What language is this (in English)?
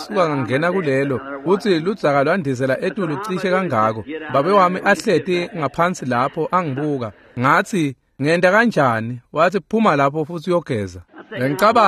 Swati